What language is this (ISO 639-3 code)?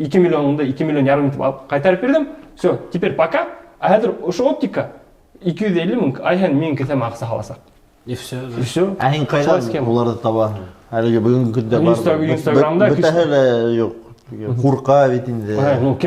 bak